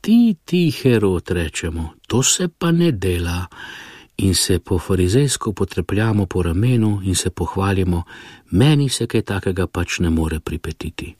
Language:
Slovenian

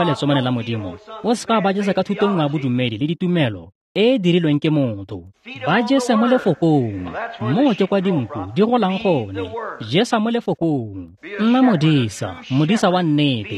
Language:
Tswana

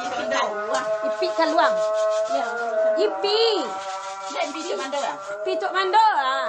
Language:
Minangkabau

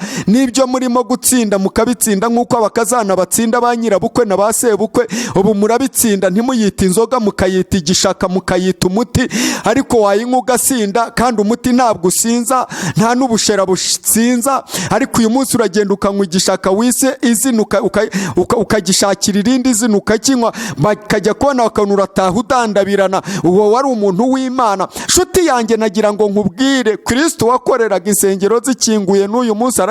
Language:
Kinyarwanda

